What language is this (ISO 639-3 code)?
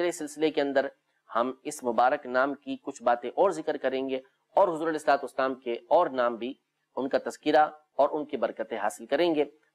urd